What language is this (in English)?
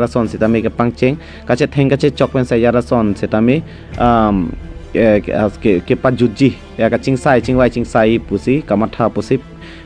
Karbi